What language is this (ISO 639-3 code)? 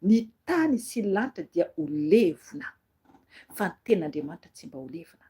mlg